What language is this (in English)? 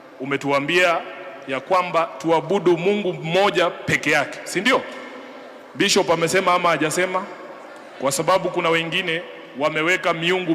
Swahili